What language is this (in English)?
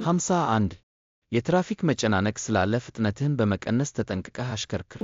Amharic